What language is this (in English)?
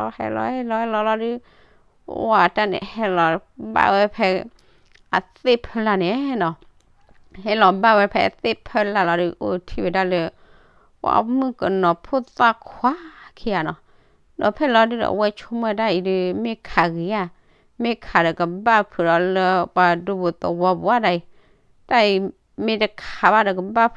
S'gaw Karen